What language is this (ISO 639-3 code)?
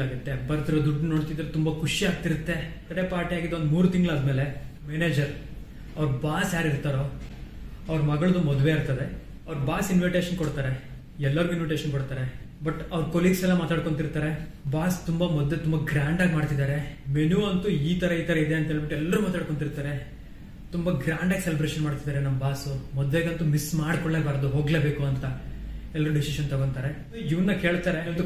kan